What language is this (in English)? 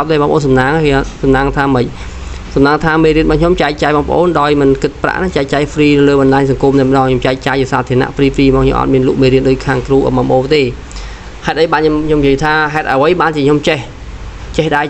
Khmer